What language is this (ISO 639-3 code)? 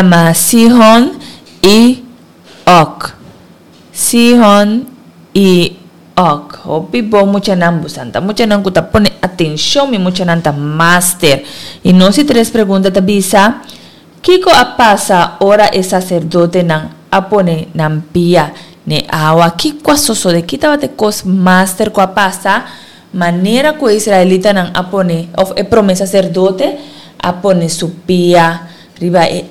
pap